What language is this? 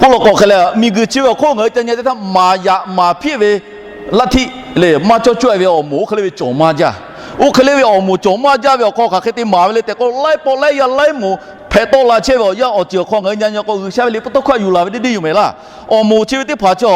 Lahu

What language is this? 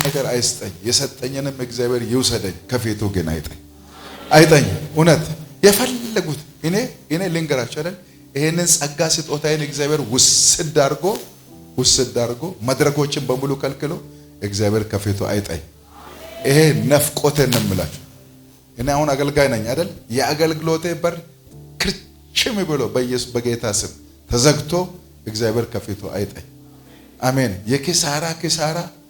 Amharic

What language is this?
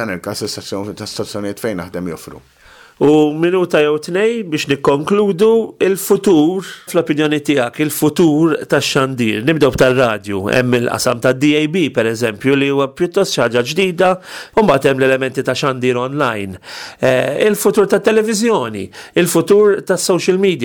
Maltese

